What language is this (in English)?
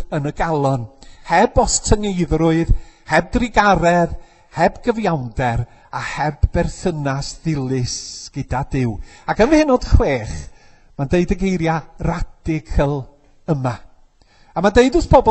Welsh